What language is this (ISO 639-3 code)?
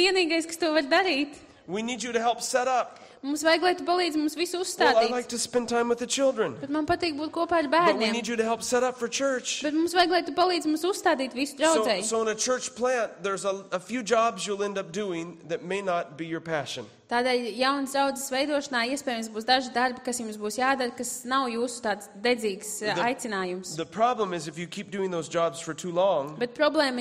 lav